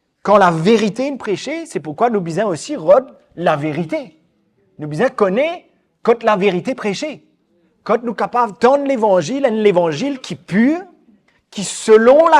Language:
Morisyen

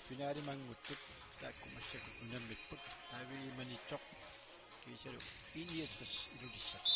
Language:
Kalaallisut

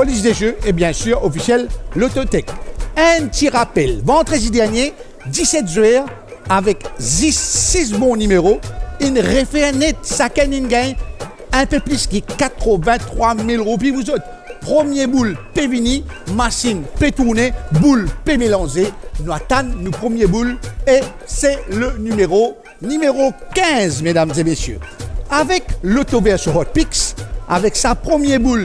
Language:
Morisyen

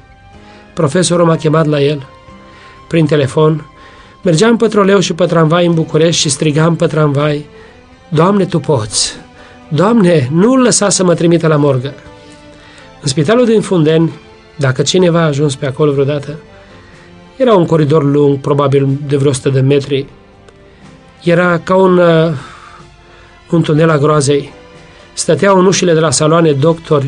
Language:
Romanian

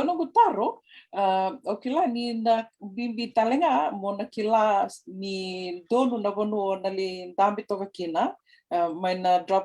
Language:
Fijian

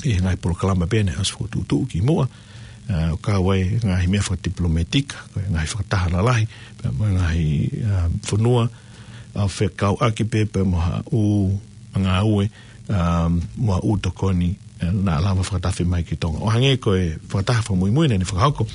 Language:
Tongan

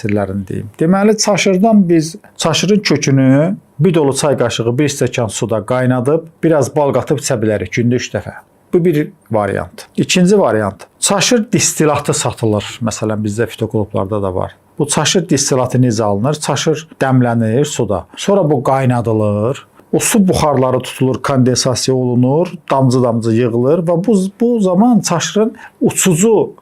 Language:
Azerbaijani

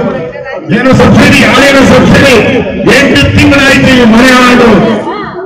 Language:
Kannada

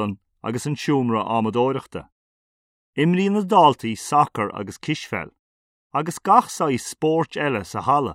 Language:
Irish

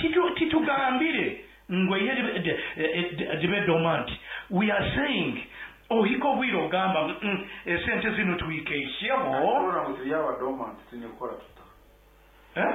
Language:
Nyankole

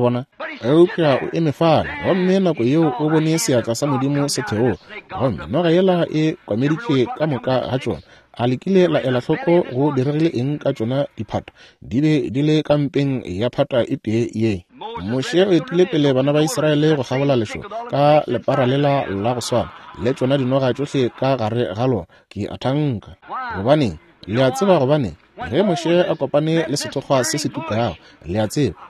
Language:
Northern Sotho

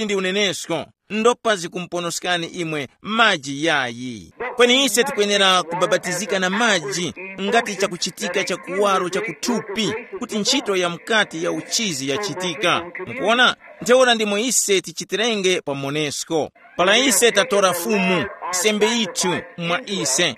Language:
Tumbuka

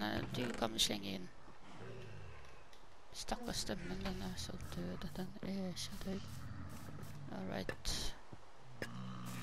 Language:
Norwegian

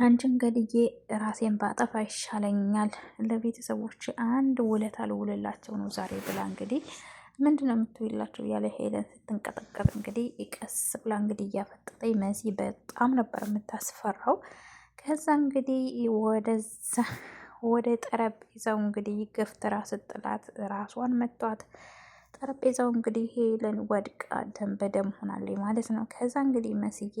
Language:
Amharic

